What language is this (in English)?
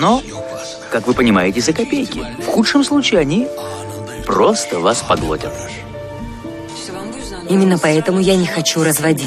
Russian